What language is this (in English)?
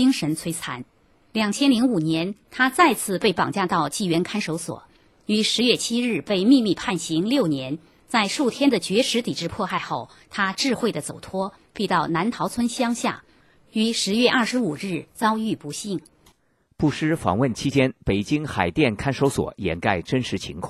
Chinese